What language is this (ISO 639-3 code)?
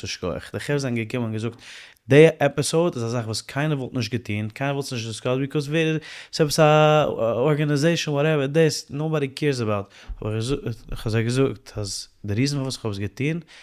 yid